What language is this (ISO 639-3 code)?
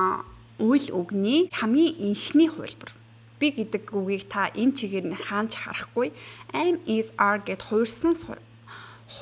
mon